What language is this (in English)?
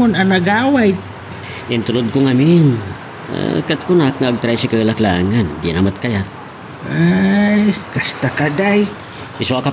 Iloko